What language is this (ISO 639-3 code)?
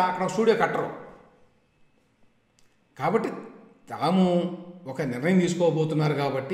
tel